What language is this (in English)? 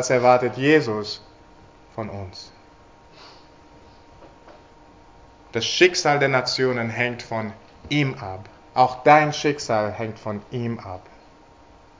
German